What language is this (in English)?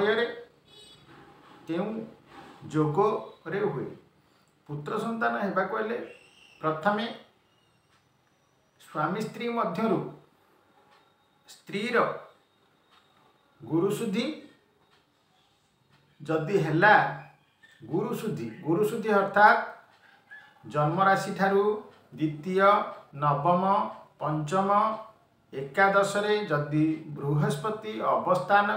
Odia